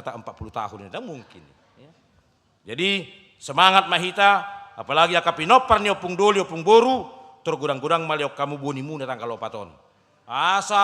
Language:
Batak Toba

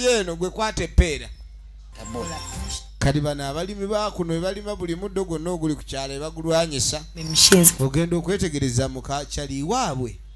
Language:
Ganda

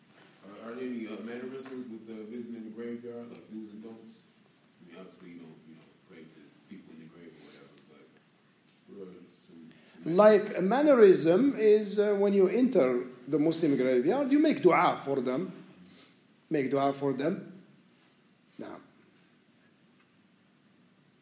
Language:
English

